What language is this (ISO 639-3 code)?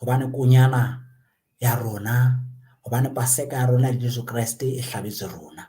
sot